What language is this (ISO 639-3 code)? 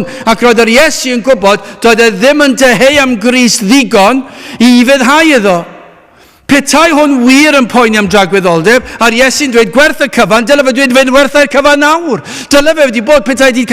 cym